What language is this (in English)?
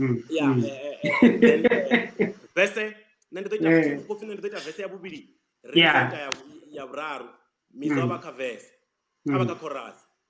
Venda